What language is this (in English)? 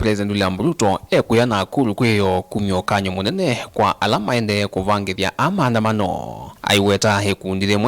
Kamba